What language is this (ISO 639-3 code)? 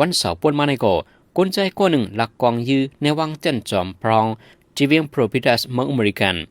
shn